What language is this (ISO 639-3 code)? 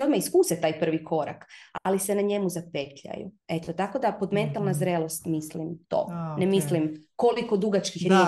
hrv